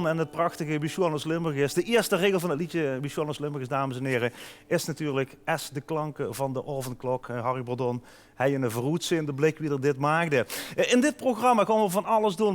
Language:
Limburgish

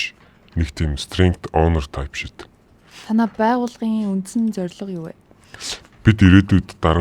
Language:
Mongolian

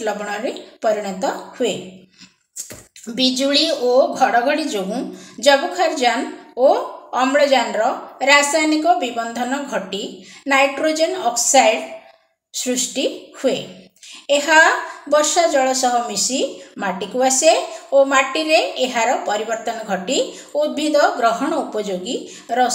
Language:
Odia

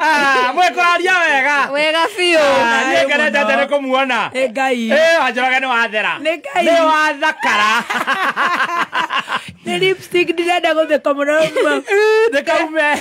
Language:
Kikuyu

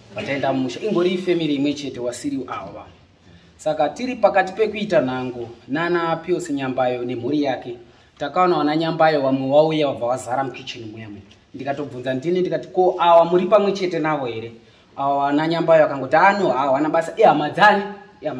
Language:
Shona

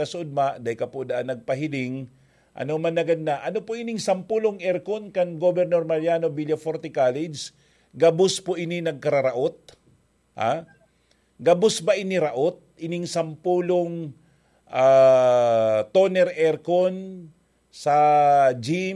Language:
Bikol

